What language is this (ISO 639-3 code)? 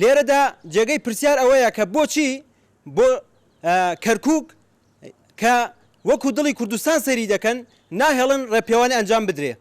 ckb